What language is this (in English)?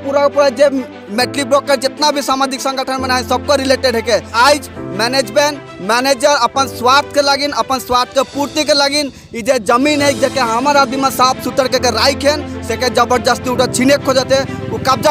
Sadri